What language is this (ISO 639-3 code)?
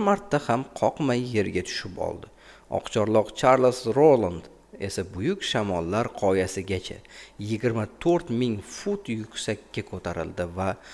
uzb